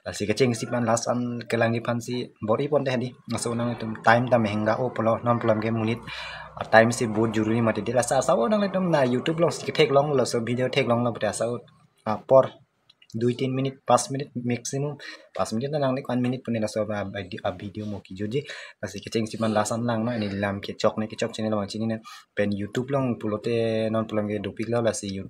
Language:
Karbi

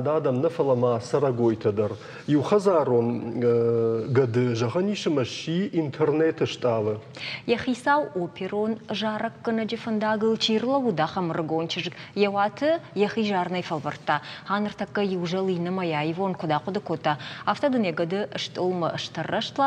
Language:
Ossetic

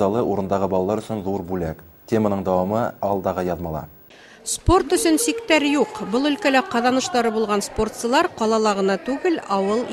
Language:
Bashkir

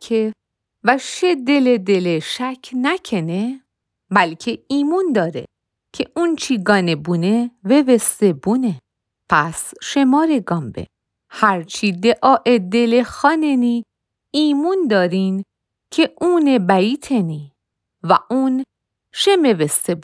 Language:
Mazanderani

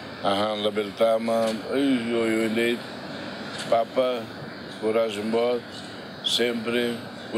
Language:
Tetum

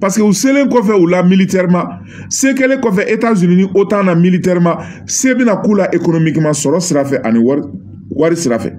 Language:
Bambara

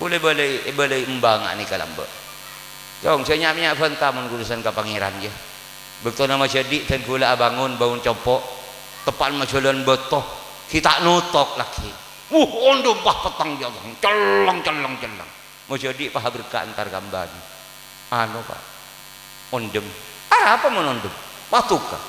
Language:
Madurese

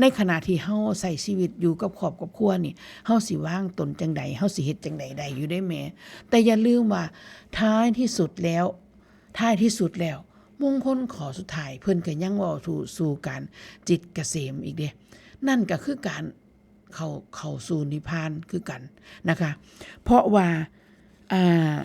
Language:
Northeastern Thai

